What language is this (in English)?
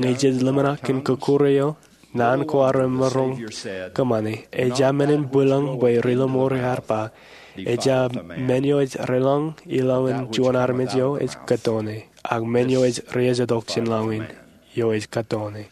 Marshallese